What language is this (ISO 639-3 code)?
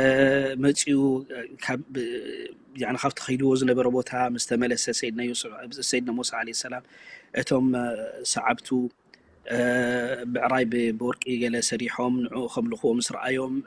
tir